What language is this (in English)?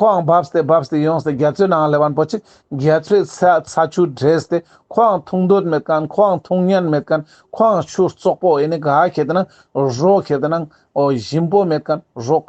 Ladakhi